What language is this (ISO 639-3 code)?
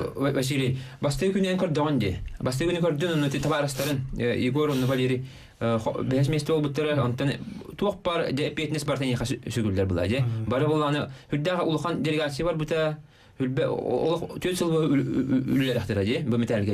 sah